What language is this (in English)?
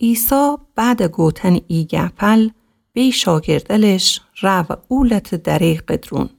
Gilaki